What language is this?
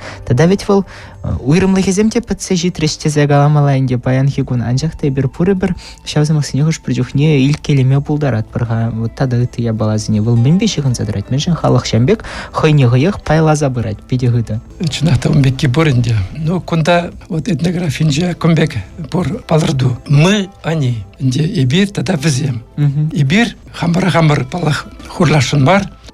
Chuvash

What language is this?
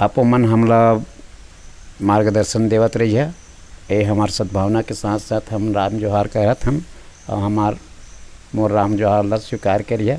Chhattisgarhi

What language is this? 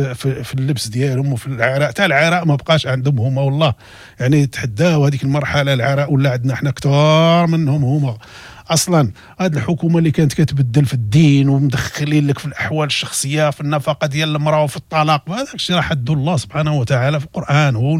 Moroccan Arabic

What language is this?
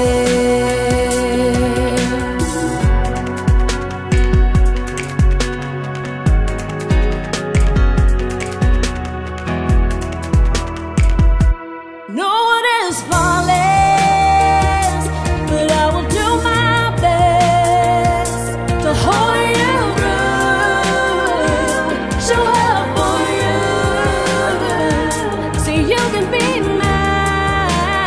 English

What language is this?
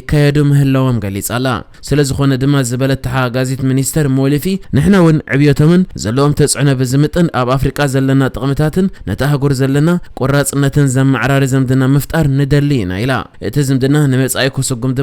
Tigrinya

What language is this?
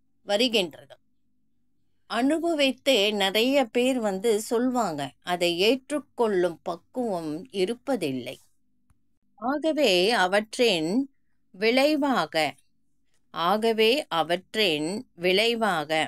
Tamil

